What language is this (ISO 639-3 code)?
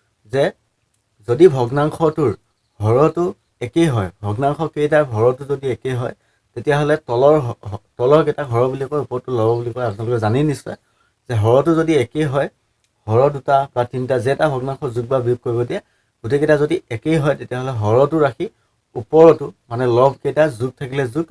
asm